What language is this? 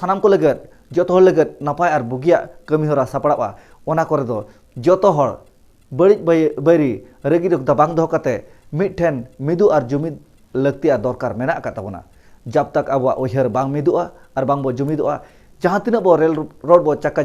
Santali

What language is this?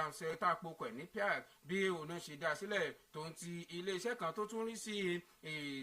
Yoruba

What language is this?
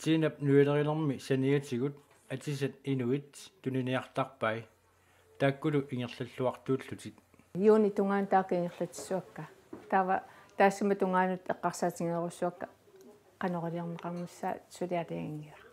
Kalaallisut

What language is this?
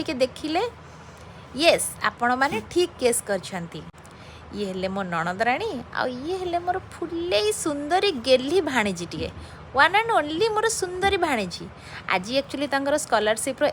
Odia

